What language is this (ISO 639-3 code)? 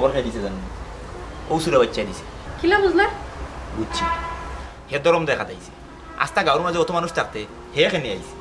syl